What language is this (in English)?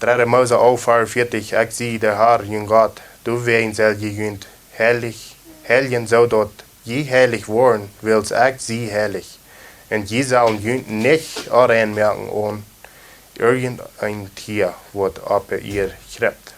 Plautdietsch